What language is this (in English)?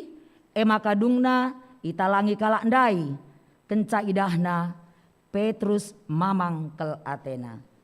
Batak Karo